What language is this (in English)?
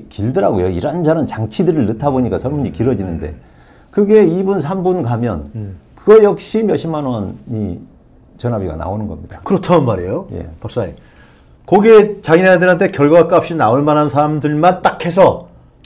Korean